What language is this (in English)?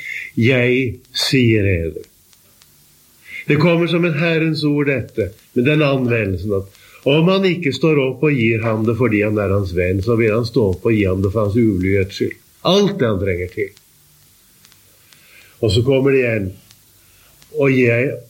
Norwegian